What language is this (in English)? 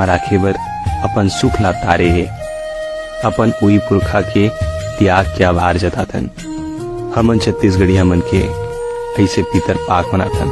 Chhattisgarhi